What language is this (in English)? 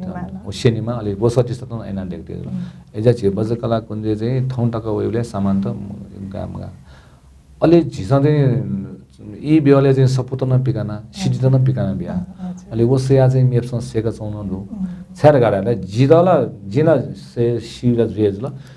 Newari